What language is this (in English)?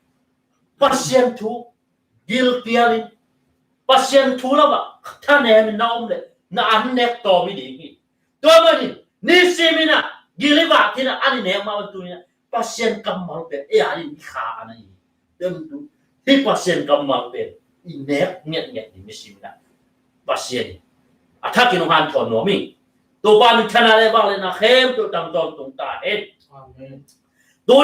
Tedim Chin